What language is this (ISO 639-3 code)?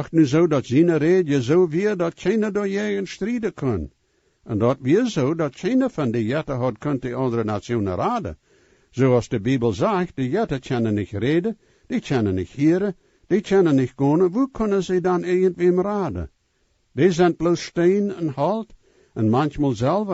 pdt